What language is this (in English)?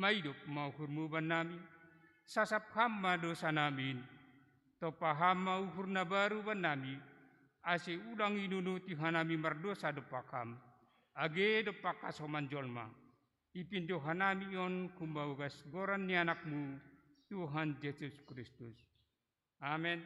Batak Simalungun